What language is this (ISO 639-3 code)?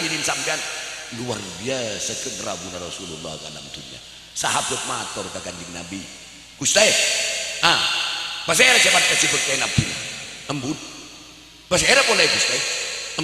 mad